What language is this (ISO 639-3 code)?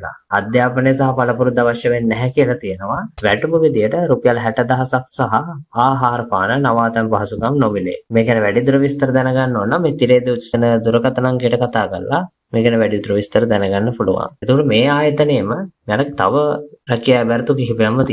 sin